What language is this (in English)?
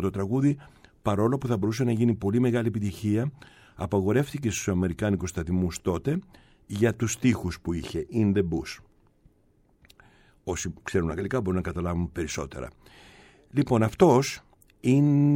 Greek